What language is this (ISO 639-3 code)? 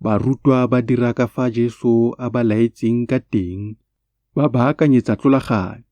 tsn